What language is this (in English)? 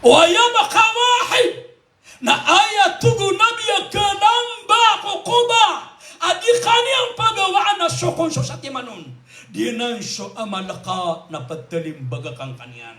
Maranao